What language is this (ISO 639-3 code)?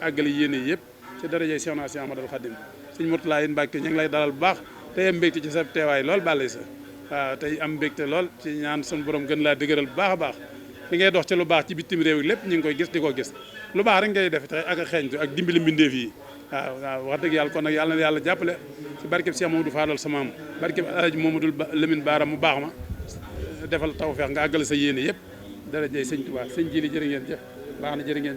wol